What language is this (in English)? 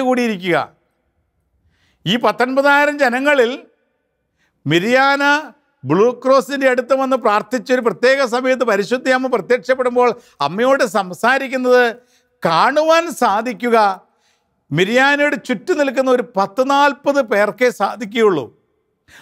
Malayalam